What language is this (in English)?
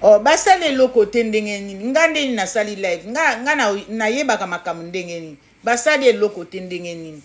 Lingala